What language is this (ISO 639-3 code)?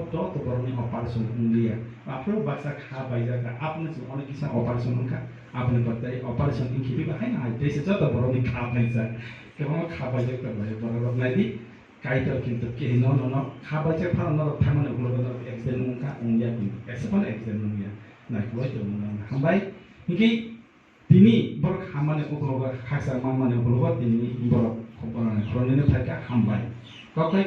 trp